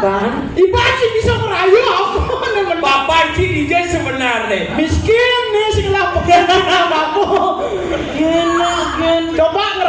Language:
Balinese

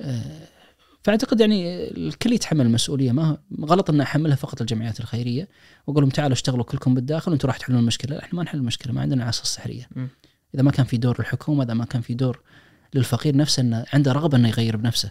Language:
Najdi Arabic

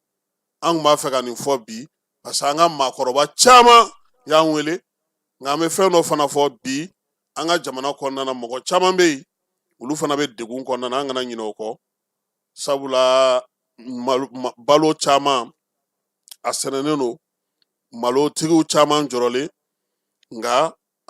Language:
Bambara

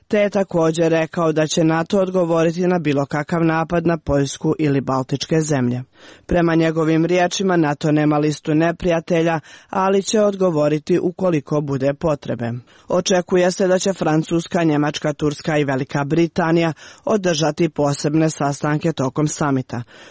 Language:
Serbian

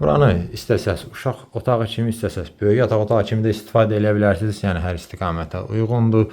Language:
Azerbaijani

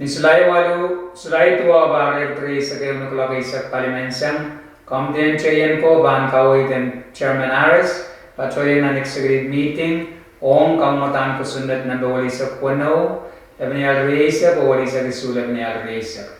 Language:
Pohnpeian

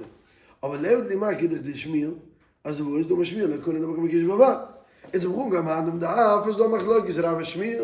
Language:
Yiddish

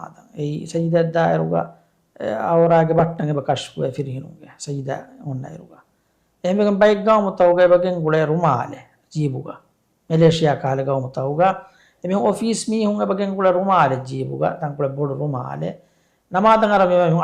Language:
Divehi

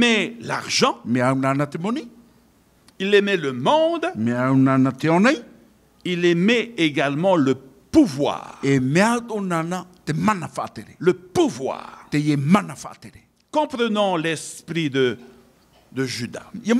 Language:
Tahitian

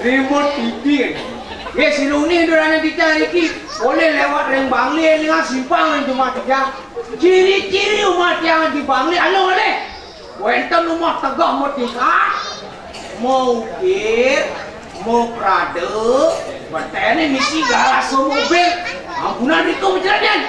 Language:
Balinese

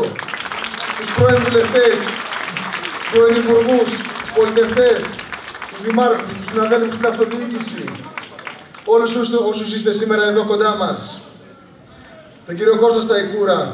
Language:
Greek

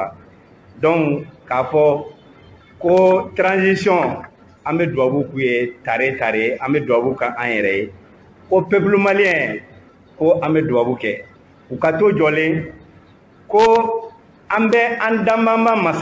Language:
Bambara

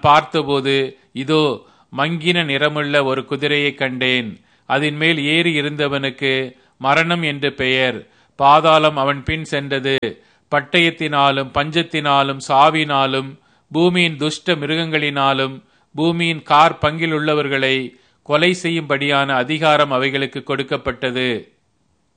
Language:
Tamil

